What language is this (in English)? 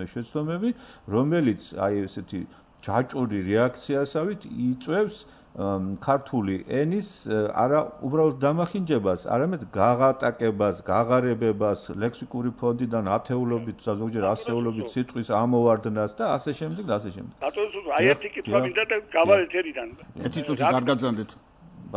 Georgian